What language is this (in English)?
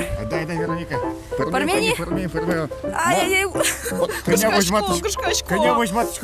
Udmurt